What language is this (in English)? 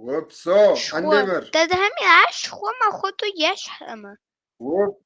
Kabardian